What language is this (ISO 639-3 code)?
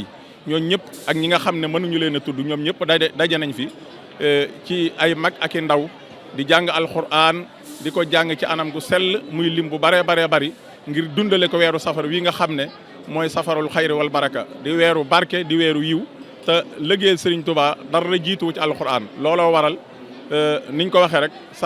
wol